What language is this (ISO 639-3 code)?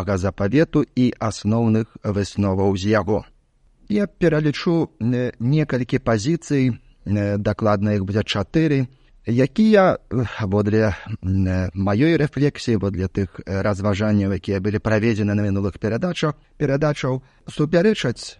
bel